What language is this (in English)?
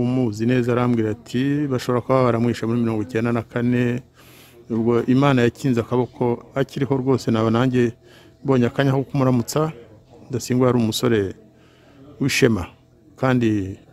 Kinyarwanda